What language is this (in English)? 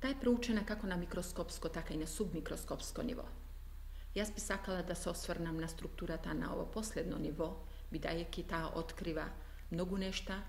Macedonian